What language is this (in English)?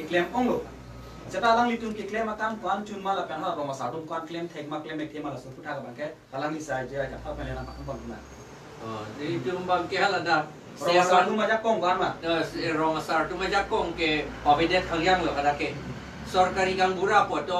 Karbi